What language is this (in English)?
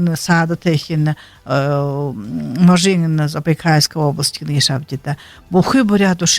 Buriat